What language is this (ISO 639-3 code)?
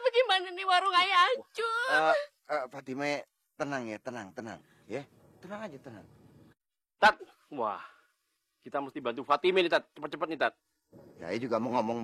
bew